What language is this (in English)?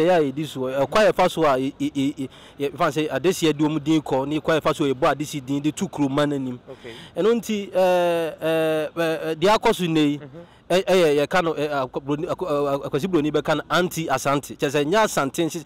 Akan